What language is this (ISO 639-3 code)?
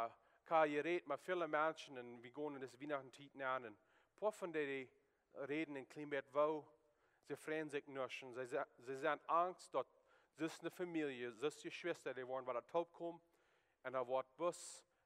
pdt